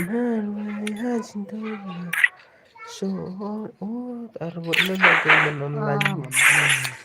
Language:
Khasi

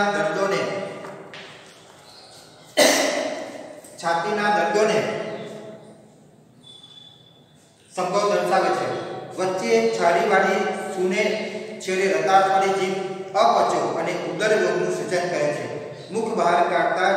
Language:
Gujarati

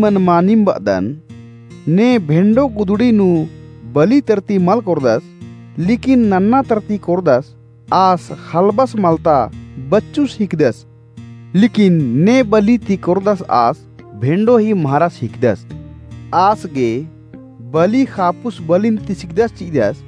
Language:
Kurukh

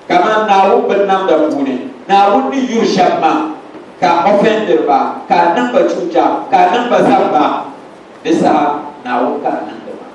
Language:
Dagbani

